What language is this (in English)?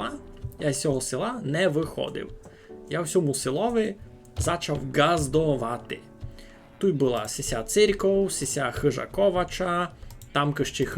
Rusyn